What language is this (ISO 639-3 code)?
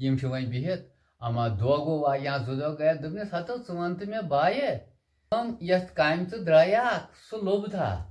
kas